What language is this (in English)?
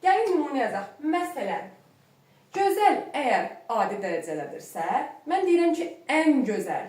Azerbaijani